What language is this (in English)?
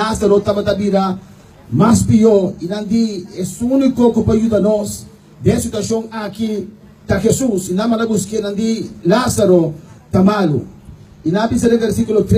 Papiamento